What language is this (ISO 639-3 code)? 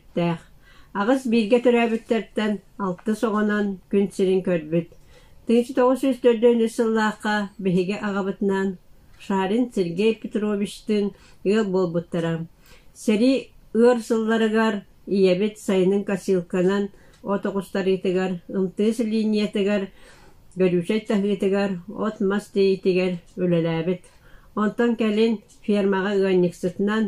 sah